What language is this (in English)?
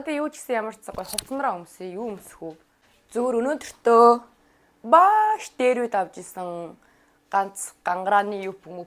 Mongolian